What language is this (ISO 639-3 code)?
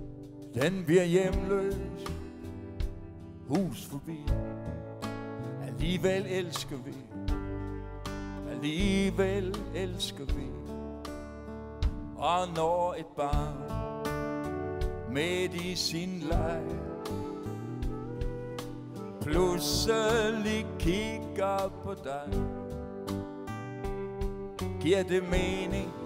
dan